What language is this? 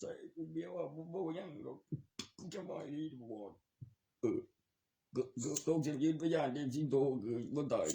Northeastern Thai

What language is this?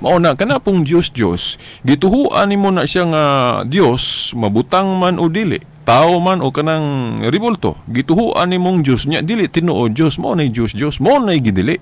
Cebuano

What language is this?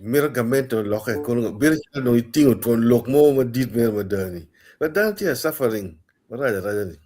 Acoli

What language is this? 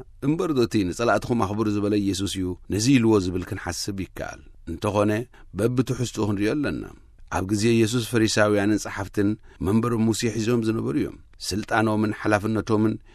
Tigrinya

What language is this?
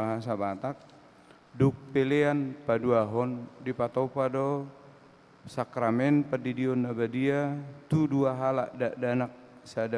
Batak Toba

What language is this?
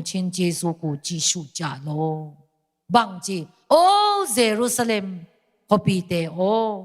Tedim Chin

